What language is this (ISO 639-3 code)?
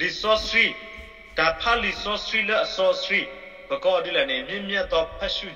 ksw